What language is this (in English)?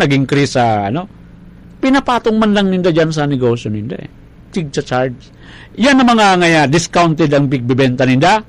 Bikol